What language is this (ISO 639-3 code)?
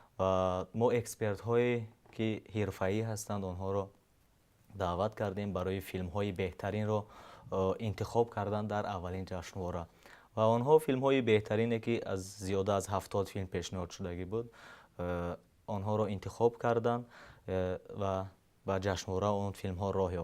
tgk